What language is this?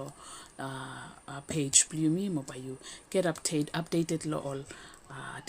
Bislama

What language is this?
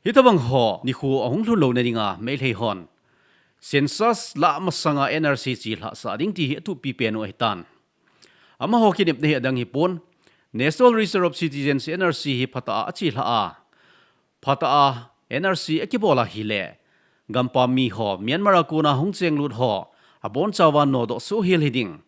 Thado Chin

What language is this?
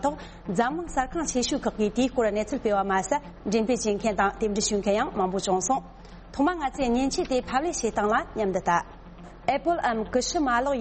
Tibetan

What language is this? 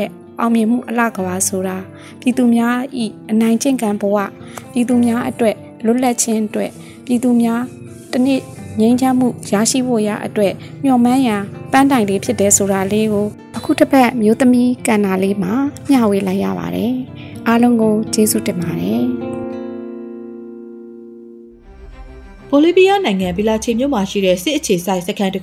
Burmese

